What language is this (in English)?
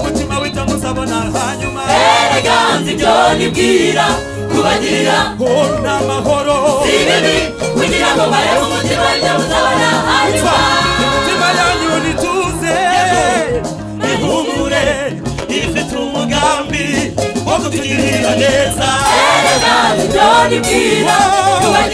Kinyarwanda